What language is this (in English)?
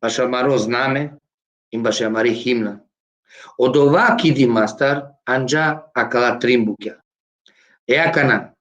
Balkan Romani